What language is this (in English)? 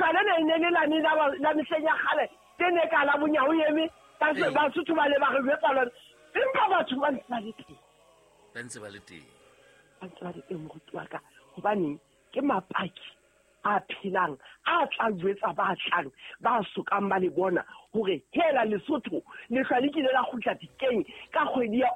Southern Sotho